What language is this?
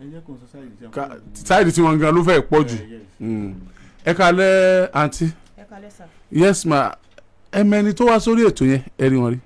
Yoruba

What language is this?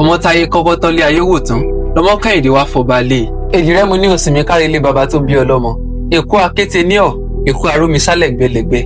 Yoruba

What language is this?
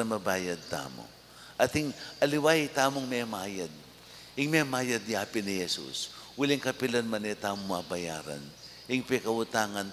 Pampanga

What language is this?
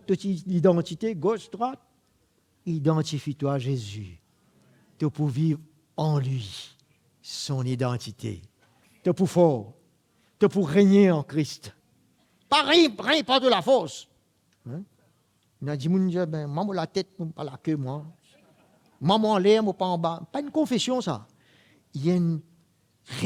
Morisyen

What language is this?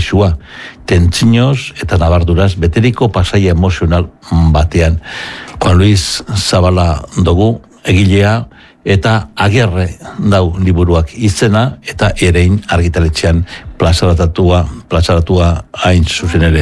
Basque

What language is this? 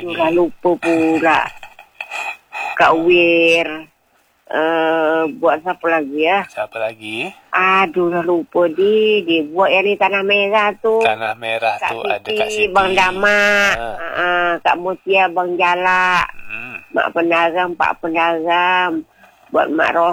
Malay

